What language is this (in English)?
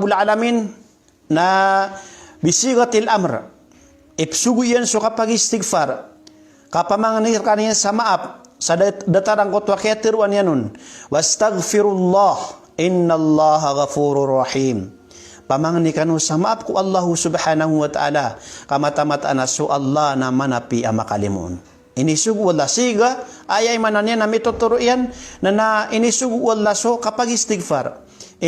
Maranao